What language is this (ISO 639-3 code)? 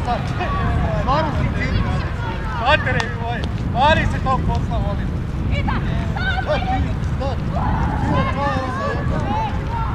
hrv